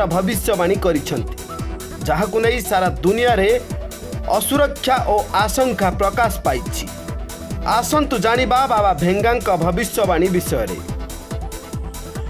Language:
Odia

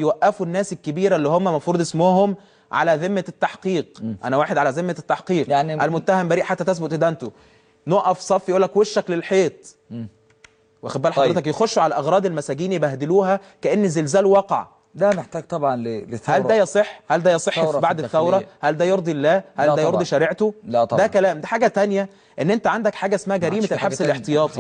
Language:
Egyptian Arabic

